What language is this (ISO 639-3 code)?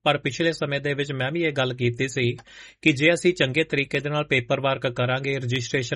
pan